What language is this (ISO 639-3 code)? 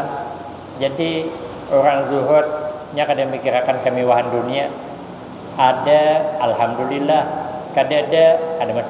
bjn